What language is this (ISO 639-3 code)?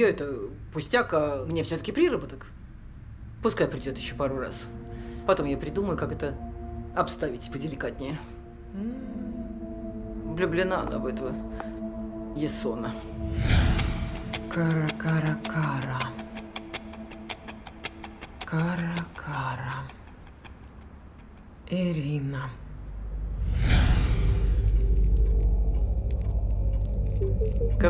rus